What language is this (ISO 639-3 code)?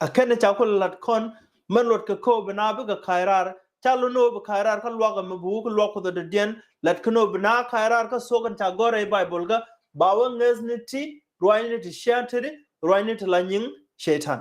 nus